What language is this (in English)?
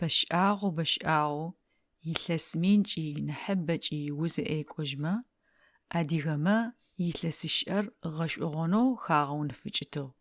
Adyghe